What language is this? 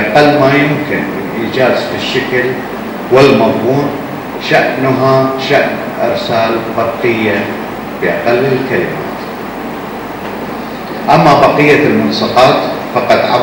Arabic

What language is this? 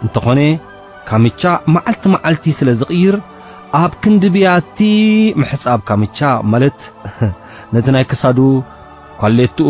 Tigrinya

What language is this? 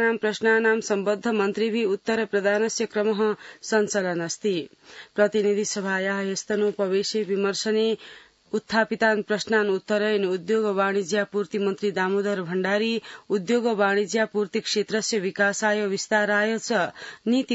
Sanskrit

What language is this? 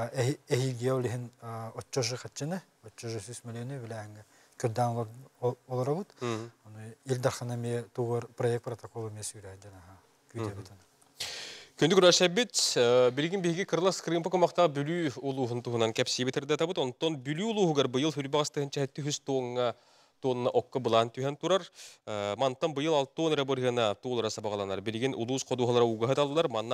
Yakut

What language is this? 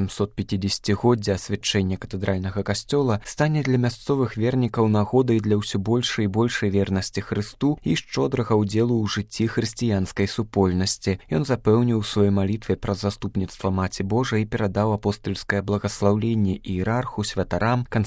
Belarusian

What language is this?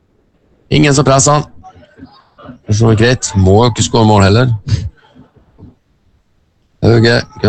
Norwegian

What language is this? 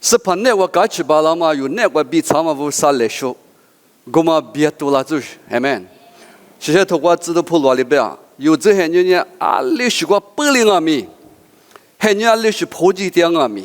Lisu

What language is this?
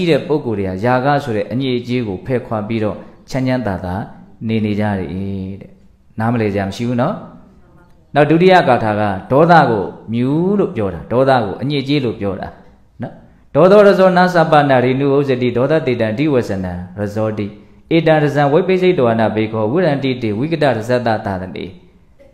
Burmese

